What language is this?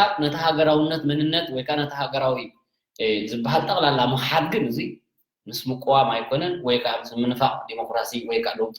Tigrinya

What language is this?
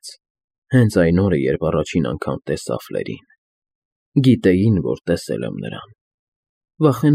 Armenian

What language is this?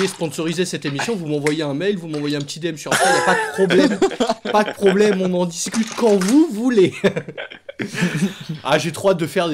French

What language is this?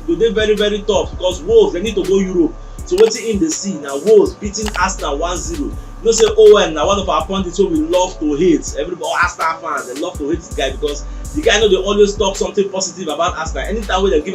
Nigerian Pidgin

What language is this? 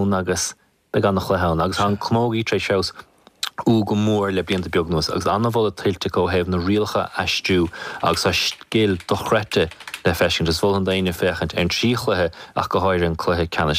Irish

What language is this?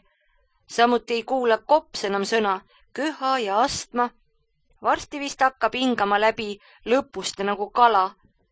Estonian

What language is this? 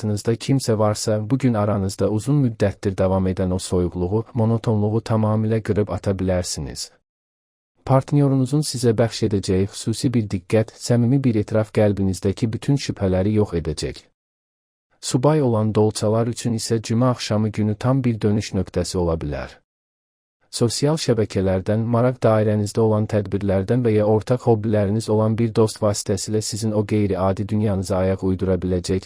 Azerbaijani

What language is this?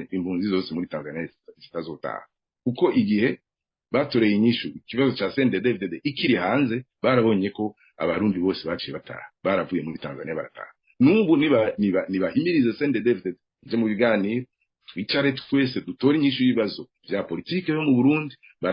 Rundi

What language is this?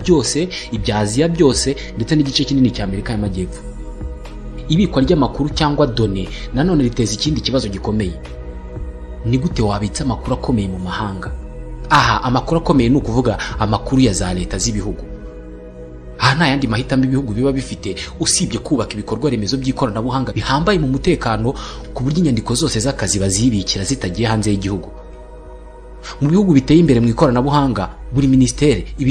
Kinyarwanda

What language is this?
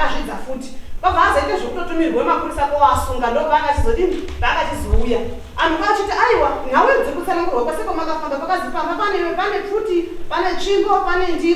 Shona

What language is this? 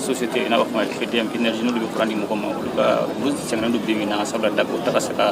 Bambara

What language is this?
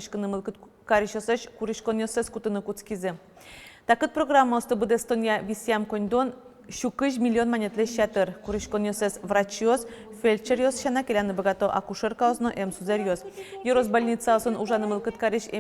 Udmurt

